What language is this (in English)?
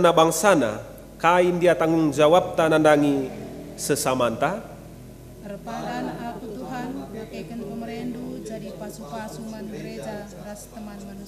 Batak Karo